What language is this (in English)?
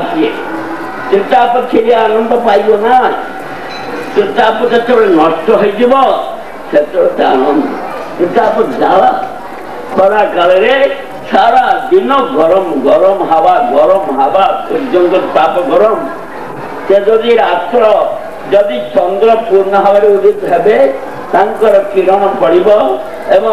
Odia